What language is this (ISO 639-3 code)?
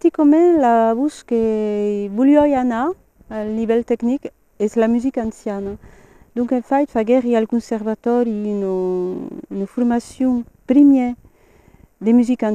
oci